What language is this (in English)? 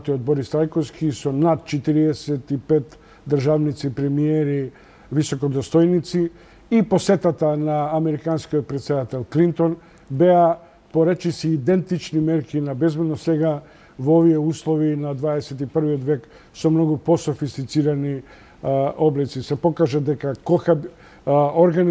Macedonian